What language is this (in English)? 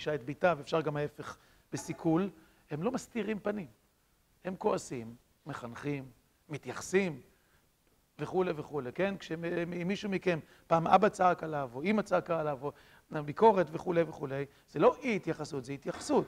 Hebrew